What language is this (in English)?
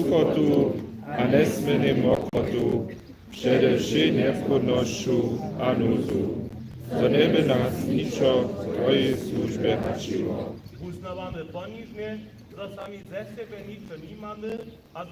Upper Sorbian